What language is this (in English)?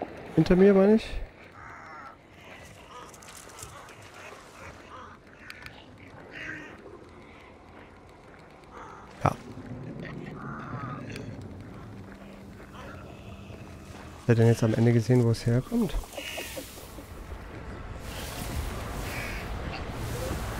German